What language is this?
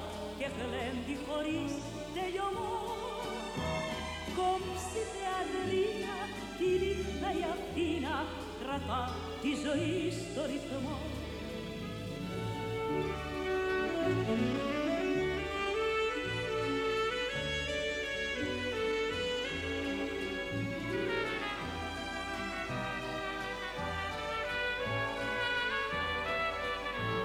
Greek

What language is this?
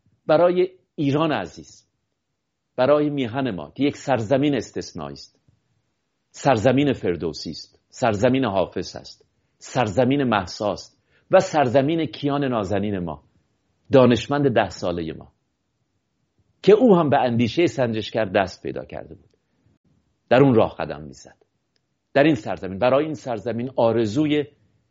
Persian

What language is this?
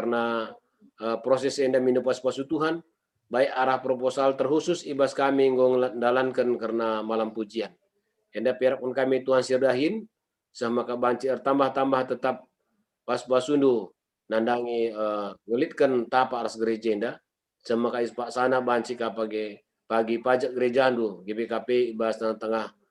Batak Karo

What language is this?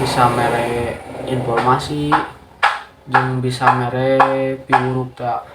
Sundanese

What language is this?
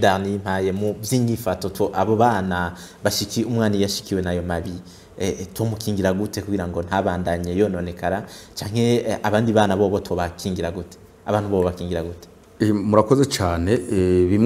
Rundi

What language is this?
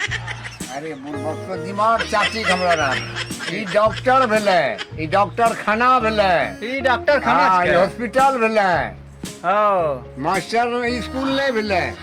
Maithili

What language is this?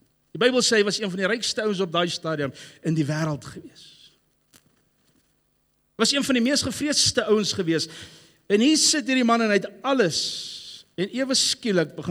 Afrikaans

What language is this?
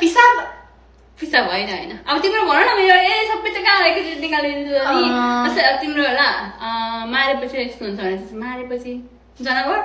Nepali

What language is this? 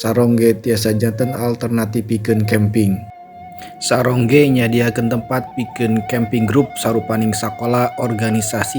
Sundanese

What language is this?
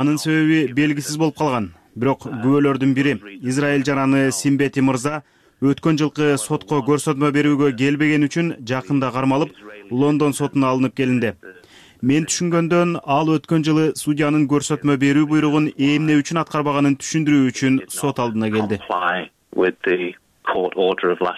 Kyrgyz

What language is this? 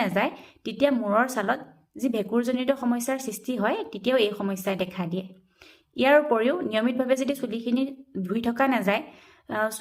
Assamese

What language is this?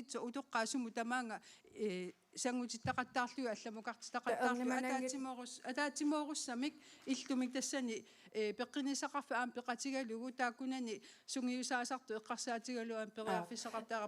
Kalaallisut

